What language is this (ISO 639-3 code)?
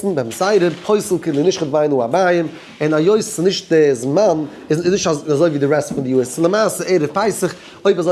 yid